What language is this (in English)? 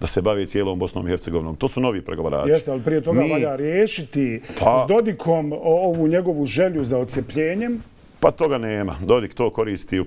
Bosnian